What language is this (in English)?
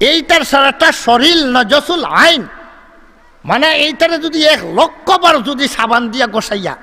Sylheti